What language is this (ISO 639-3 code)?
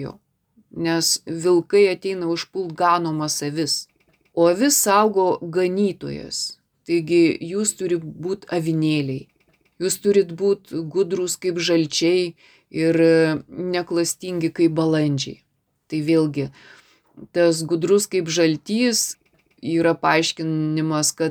lit